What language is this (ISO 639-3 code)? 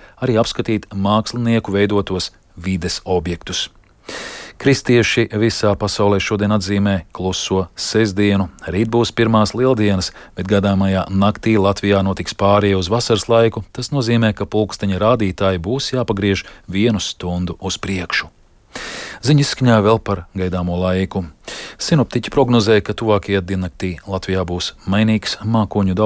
lav